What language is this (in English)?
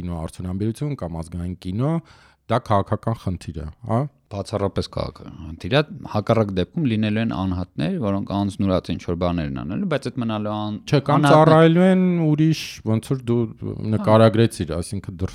Armenian